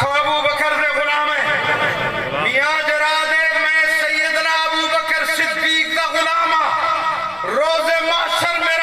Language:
Saraiki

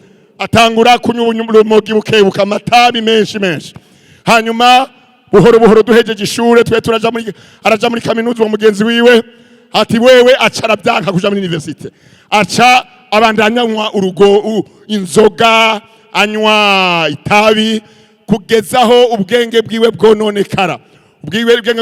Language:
Rundi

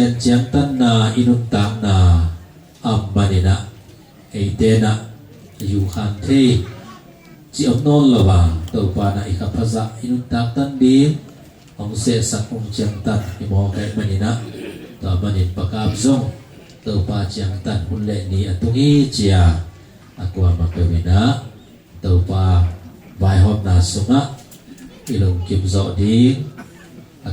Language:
Tedim Chin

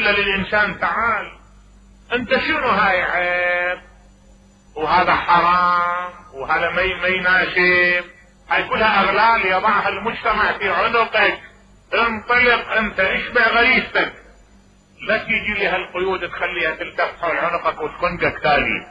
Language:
Mesopotamian Arabic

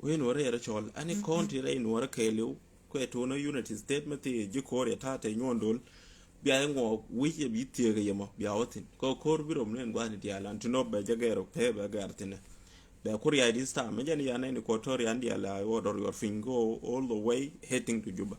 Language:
Nuer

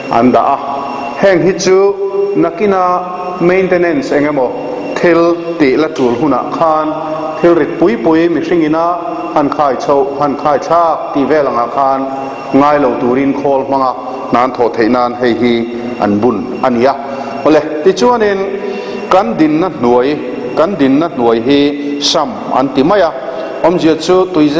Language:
Mizo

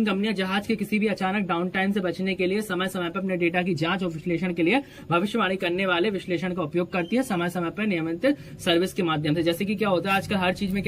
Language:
Hindi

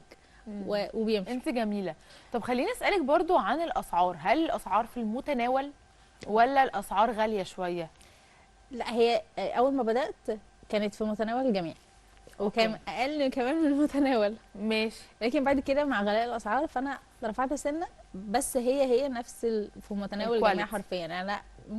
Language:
Egyptian Arabic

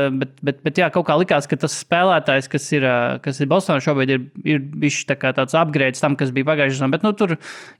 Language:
Latvian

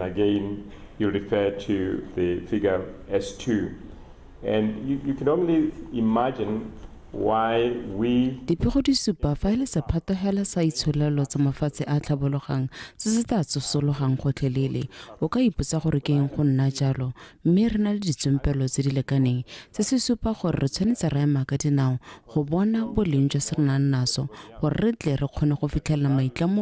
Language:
Tswana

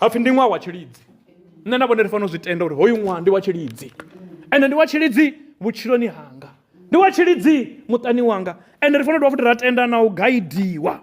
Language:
Venda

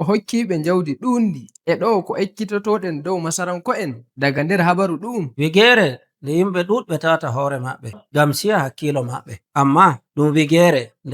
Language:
Nigerian Fulfulde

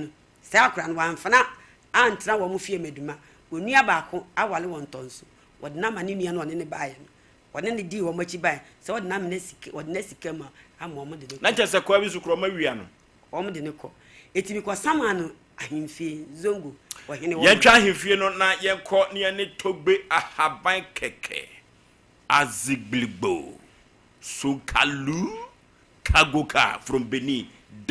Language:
Akan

